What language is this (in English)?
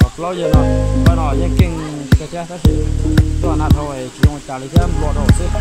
Hmong